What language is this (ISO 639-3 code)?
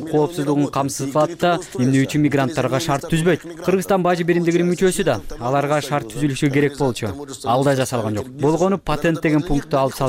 kir